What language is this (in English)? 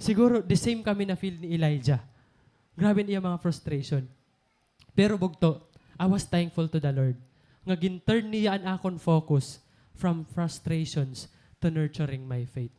Waray